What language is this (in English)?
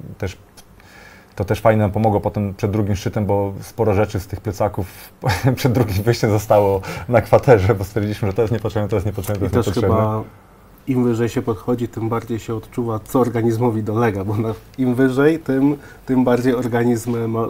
Polish